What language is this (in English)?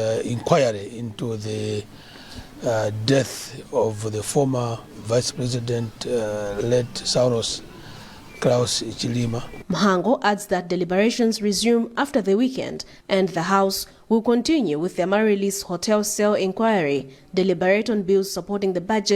English